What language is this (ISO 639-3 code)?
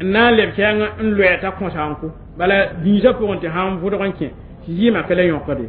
mos